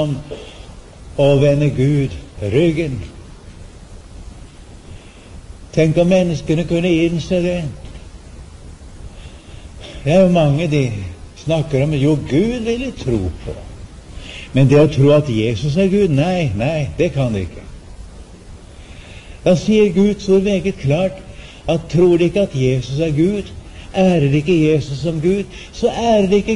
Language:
Norwegian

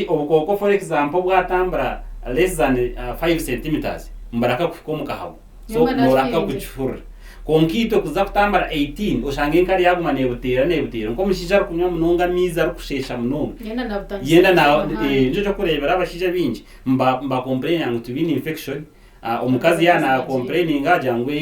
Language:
Nyankole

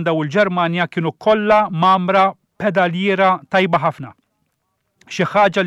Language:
Maltese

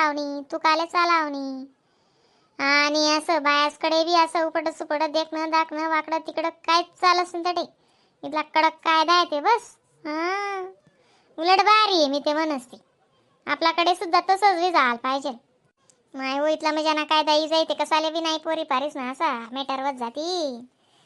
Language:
Khandesi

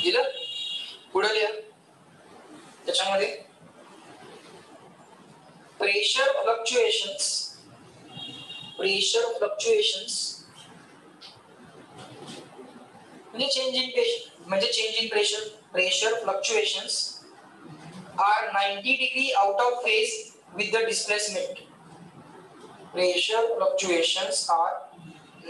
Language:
Marathi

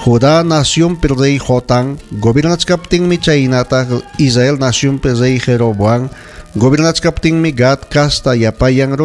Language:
Ayacucho Quechua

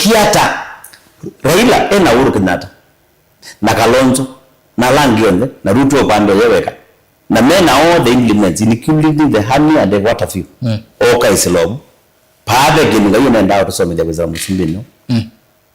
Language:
Kamba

